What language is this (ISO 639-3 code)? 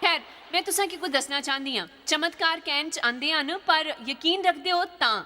doi